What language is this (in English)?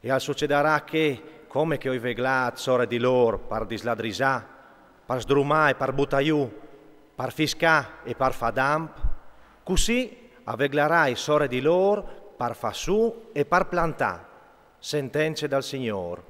Friulian